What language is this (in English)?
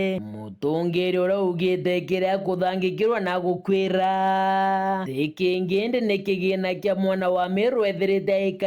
Meru